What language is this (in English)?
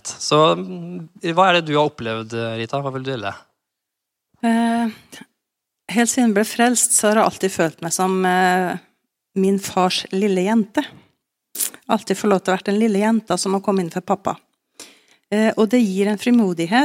Norwegian